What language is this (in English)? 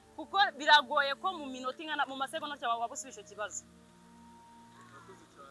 Kinyarwanda